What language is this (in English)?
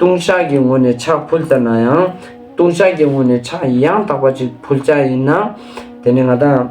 Ladakhi